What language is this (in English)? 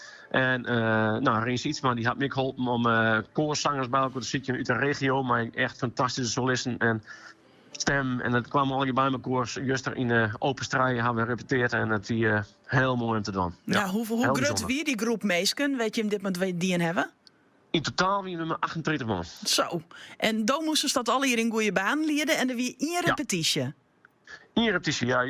Western Frisian